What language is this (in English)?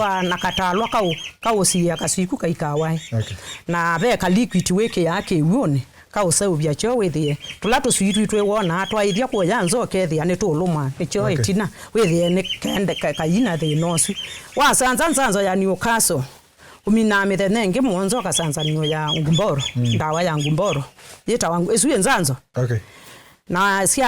Kamba